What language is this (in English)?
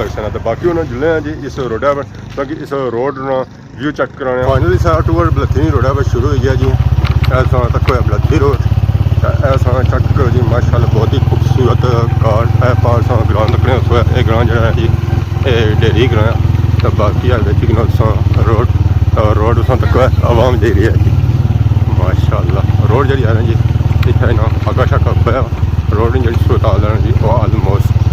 Pahari-Potwari